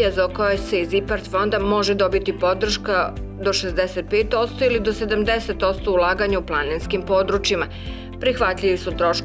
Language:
Serbian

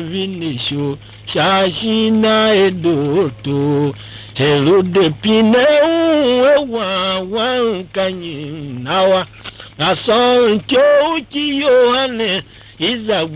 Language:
Tiv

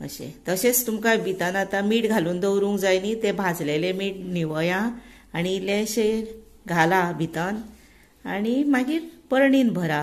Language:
Konkani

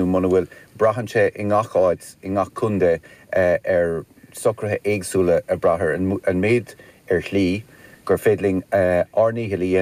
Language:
Irish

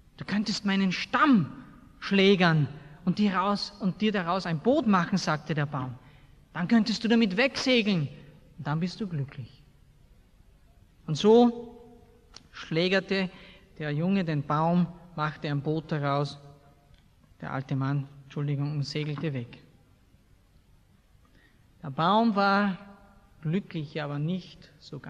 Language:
German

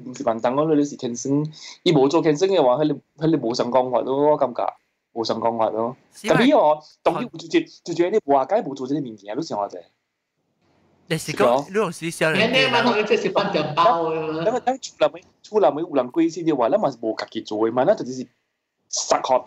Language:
Min Nan Chinese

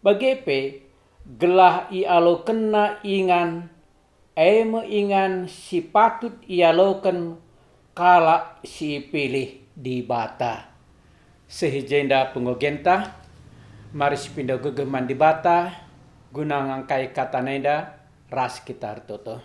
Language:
Batak Karo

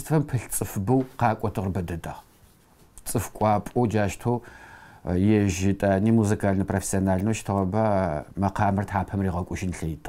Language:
Adyghe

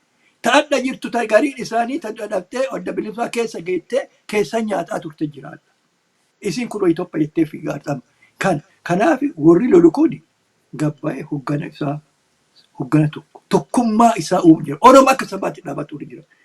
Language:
Oromo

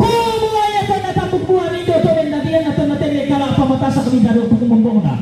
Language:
Toraja-Sa'dan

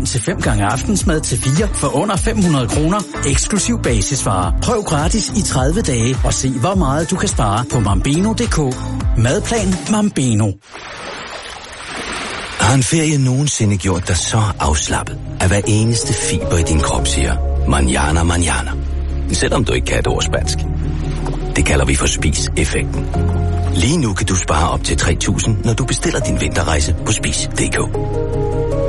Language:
Danish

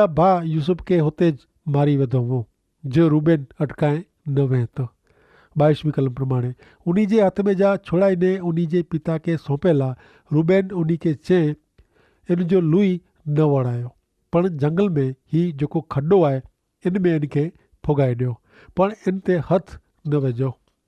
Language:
Kachhi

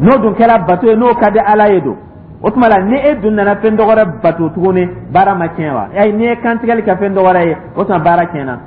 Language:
Dyula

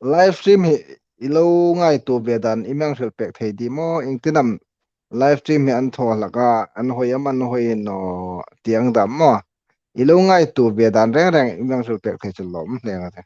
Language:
Hmar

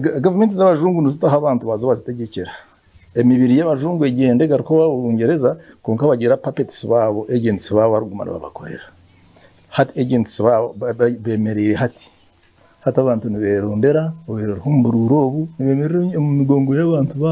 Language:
Nyankole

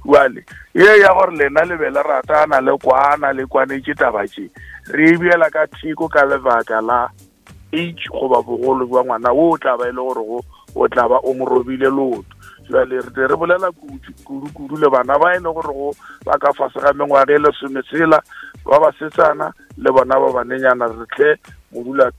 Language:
Northern Sotho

